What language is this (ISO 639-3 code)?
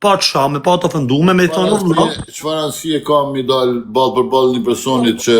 sqi